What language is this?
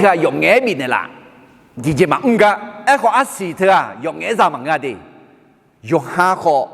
Akha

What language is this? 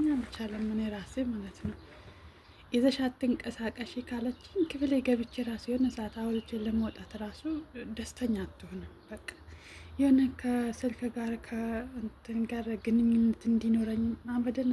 Amharic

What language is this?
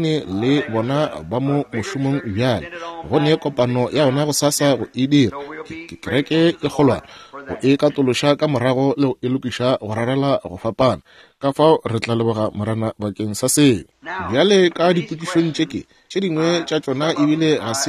Northern Sotho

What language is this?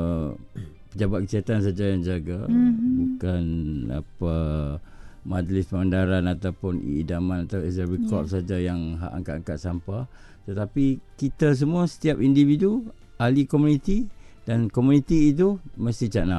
Malay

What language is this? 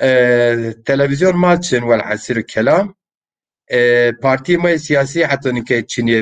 Zaza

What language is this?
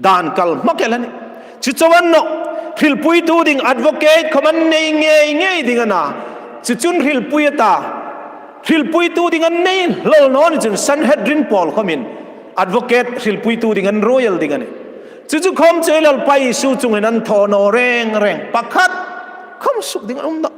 Hmar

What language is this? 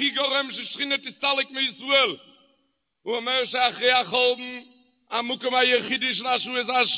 Hebrew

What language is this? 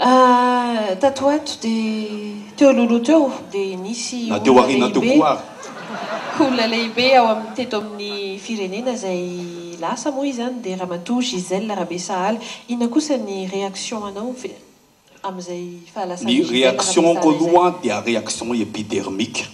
Malagasy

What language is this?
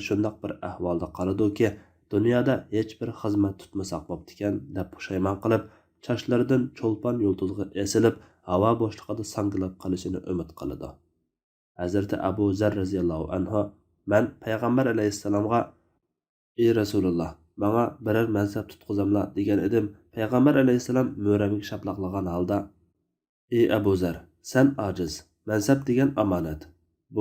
Uyghur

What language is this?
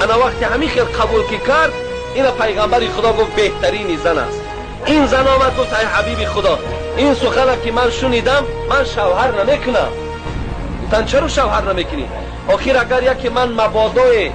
Tajik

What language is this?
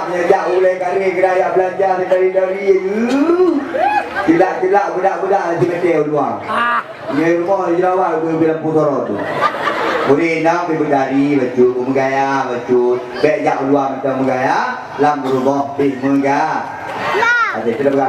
Achinese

